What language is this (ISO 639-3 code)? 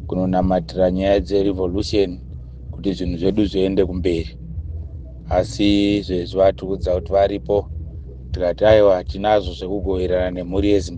sna